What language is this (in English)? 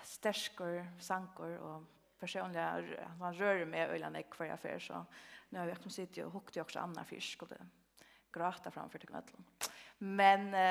Faroese